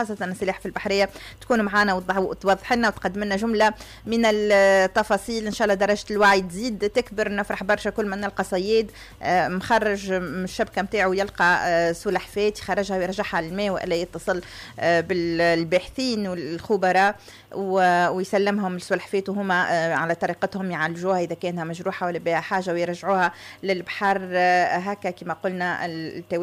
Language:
Tunisian Arabic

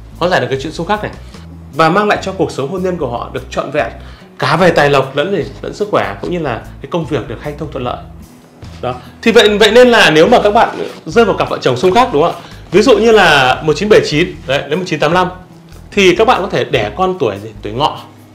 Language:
Vietnamese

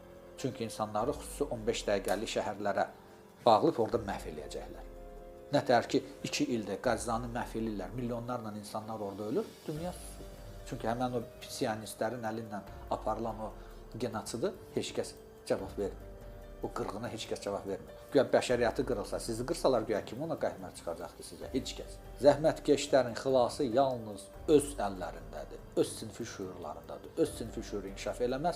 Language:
Azerbaijani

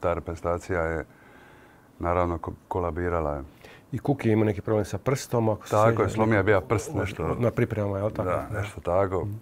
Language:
Croatian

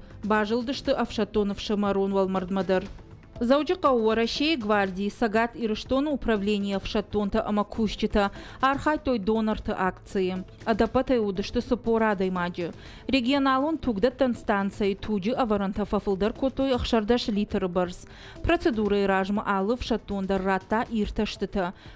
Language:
Ossetic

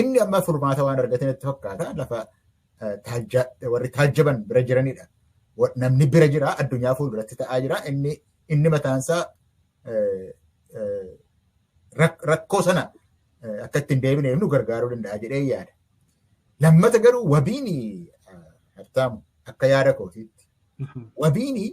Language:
Oromo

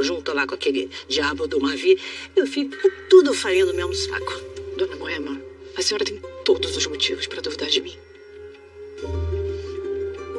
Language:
Portuguese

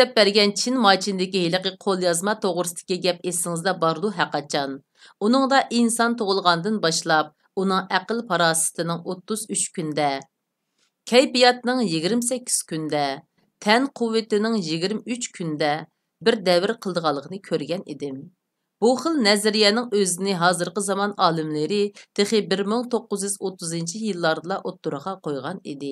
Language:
Uyghur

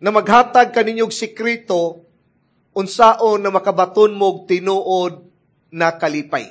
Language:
Cebuano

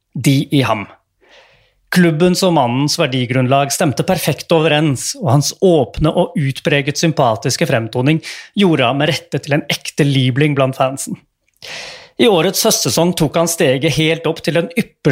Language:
Norwegian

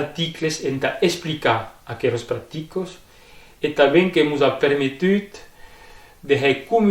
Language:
Occitan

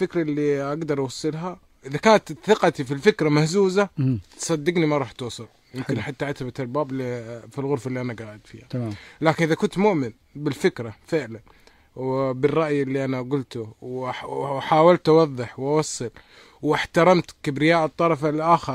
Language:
Najdi Arabic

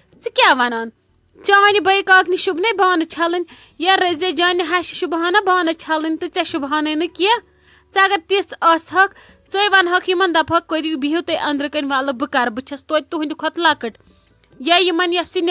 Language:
Kashmiri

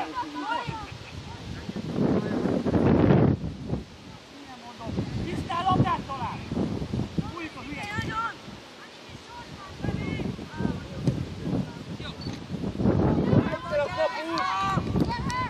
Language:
Hungarian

